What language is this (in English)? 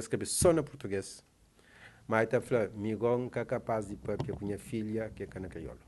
Kabuverdianu